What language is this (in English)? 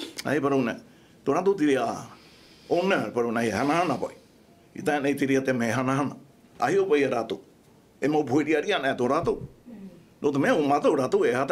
Tahitian